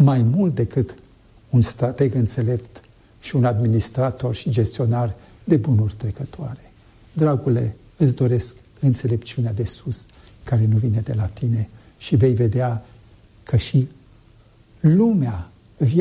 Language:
Romanian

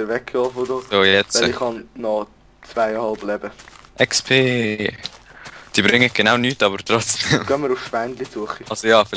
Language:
Swiss German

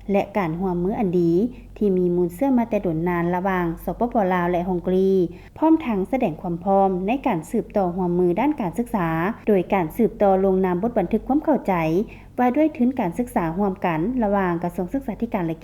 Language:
Lao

